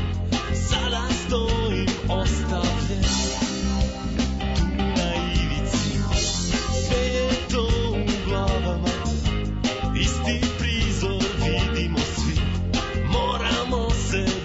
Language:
Serbian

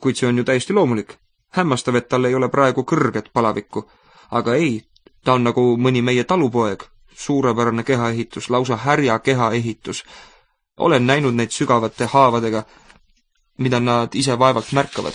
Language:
Estonian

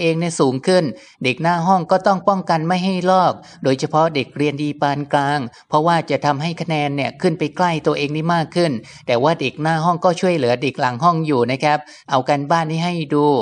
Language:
Thai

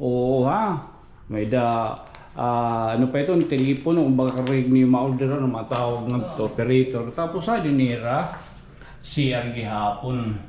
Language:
Waray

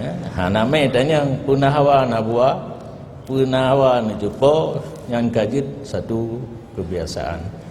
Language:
Achinese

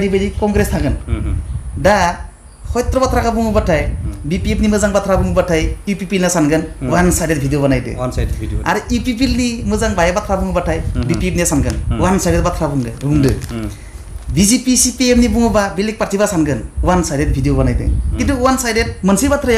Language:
Bodo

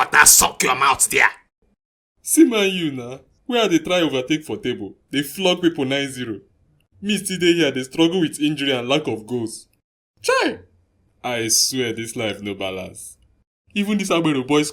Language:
Nigerian Pidgin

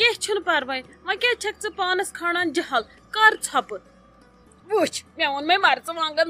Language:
Kashmiri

